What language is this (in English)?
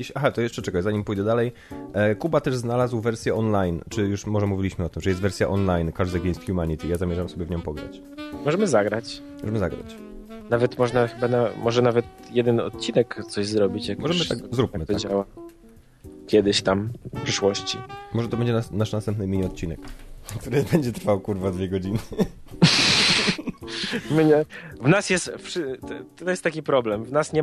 Polish